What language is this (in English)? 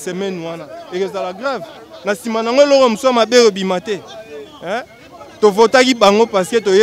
Lingala